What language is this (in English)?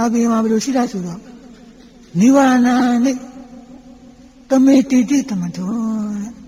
Burmese